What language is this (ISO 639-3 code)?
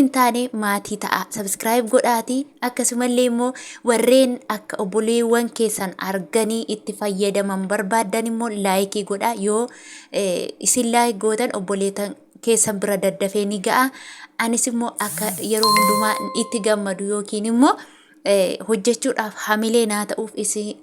orm